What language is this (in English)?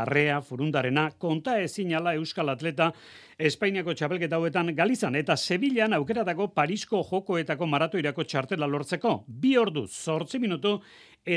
Basque